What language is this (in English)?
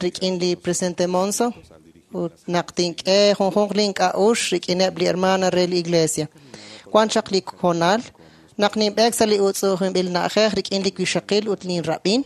Kekchí